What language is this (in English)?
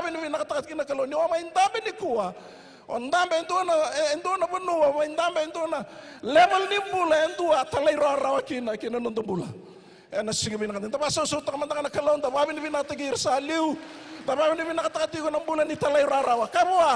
Fijian